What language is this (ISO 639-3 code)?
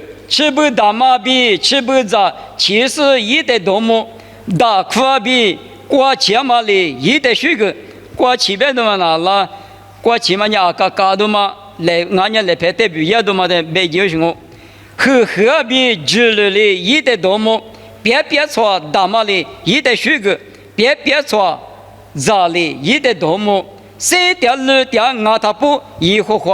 lis